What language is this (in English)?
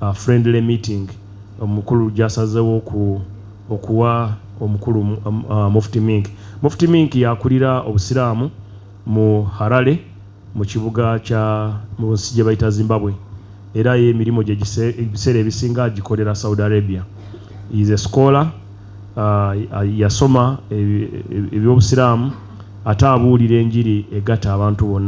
Ganda